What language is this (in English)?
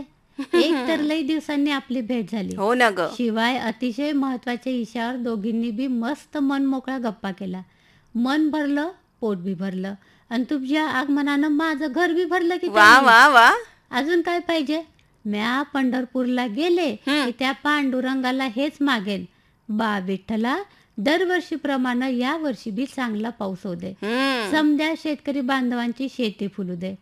Marathi